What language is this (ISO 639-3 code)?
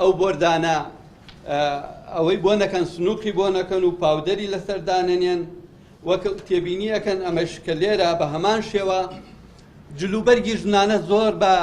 ckb